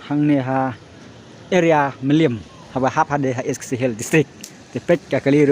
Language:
Khasi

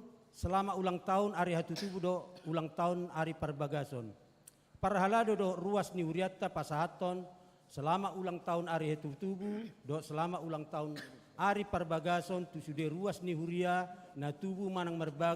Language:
Batak Toba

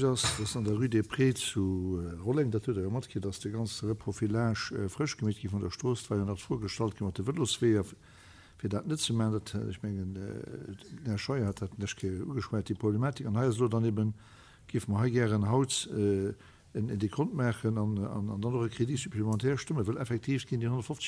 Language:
Luxembourgish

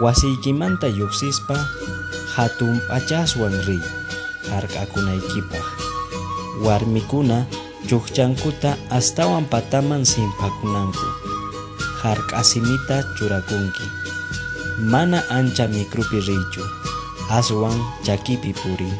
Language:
Quechua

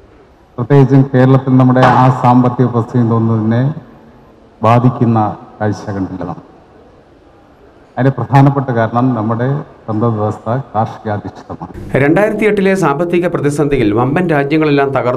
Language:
Malayalam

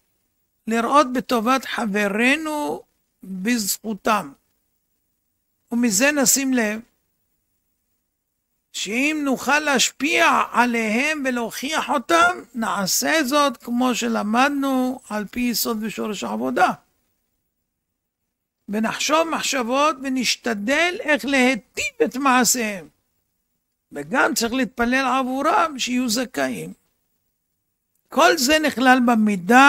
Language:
Hebrew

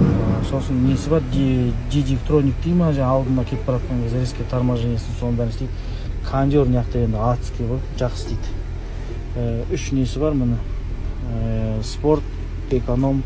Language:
Kazakh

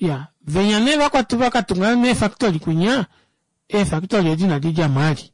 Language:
Kuanyama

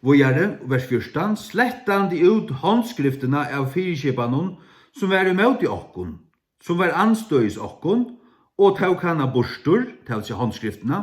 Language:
Faroese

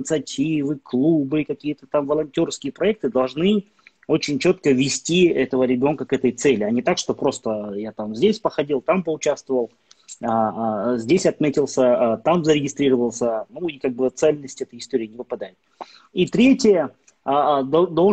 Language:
Russian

